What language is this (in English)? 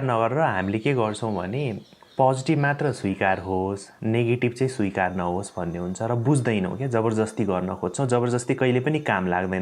Nepali